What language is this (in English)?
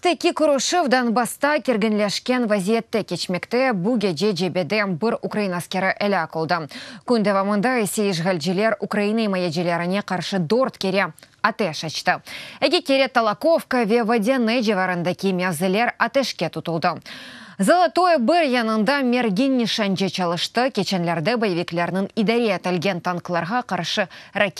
Crimean Tatar